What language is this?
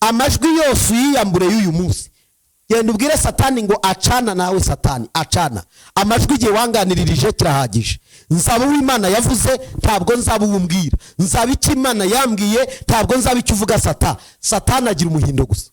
Kinyarwanda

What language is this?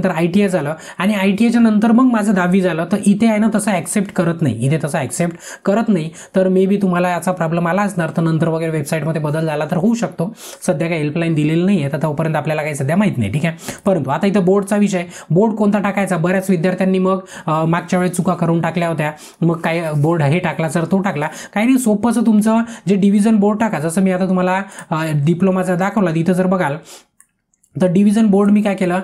Marathi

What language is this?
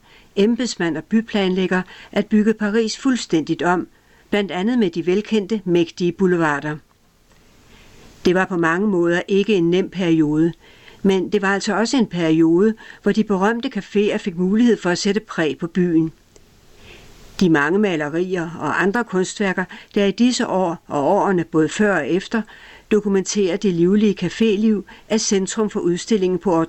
Danish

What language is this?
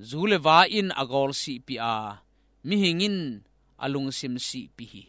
Tedim Chin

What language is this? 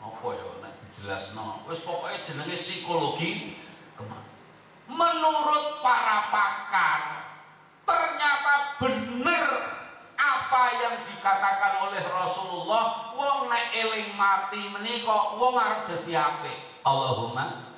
Javanese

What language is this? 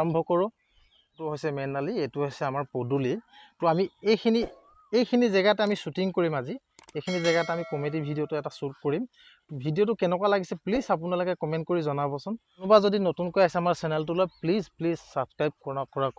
Assamese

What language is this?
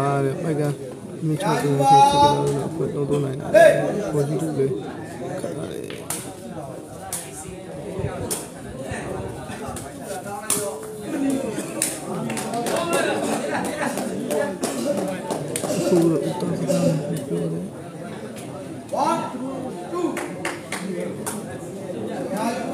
Burmese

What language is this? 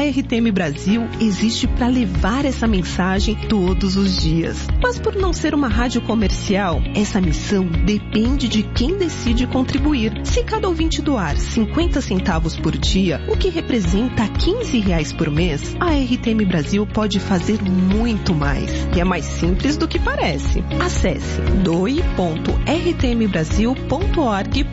Portuguese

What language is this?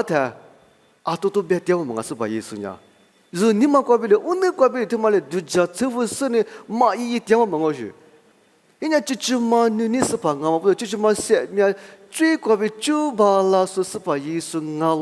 Lisu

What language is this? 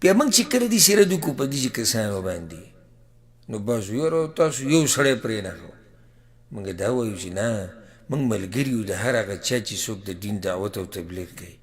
Pashto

